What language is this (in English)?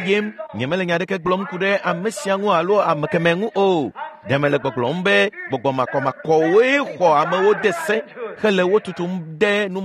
Ewe